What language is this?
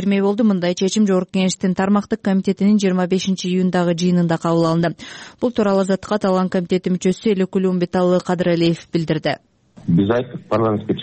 Kyrgyz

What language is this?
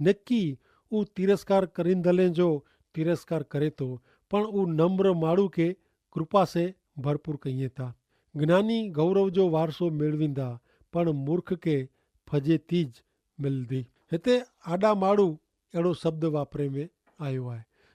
Kachhi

